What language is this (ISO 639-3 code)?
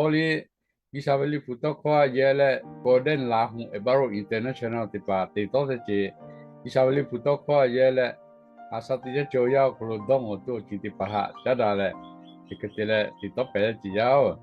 lhu